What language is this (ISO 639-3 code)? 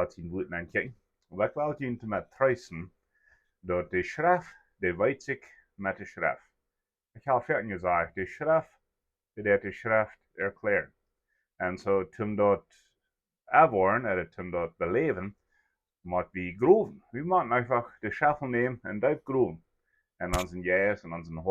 pdt